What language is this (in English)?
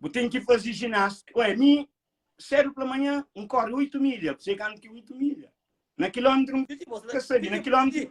Kabuverdianu